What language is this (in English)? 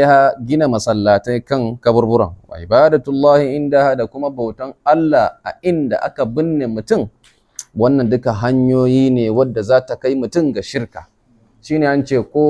Hausa